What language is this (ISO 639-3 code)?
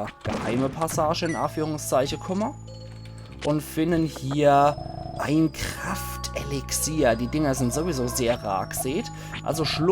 pfl